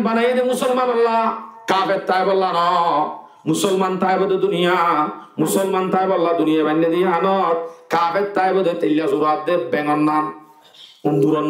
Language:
Rohingya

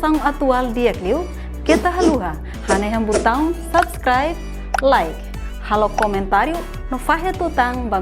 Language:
Tetum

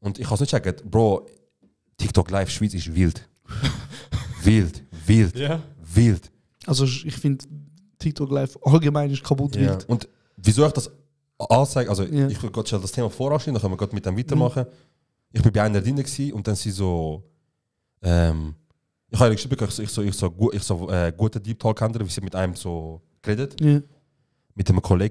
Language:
Swiss German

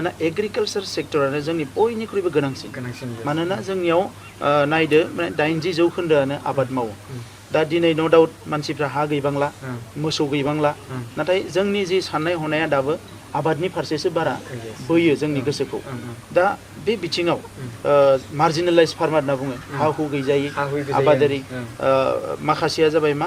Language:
Bodo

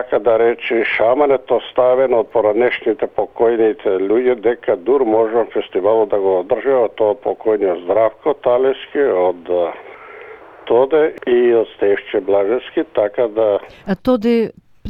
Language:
Macedonian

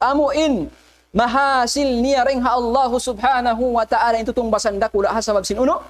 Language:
Tausug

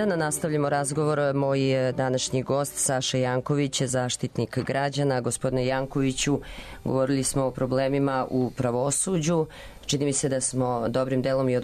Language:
Serbian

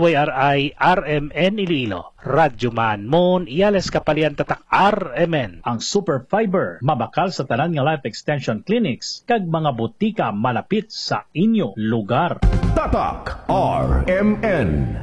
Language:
Hiligaynon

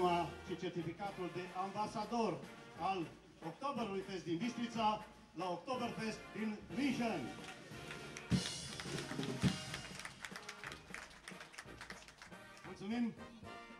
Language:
Romanian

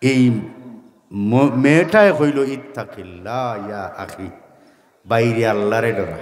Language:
Sylheti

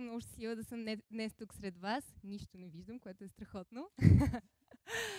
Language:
Bulgarian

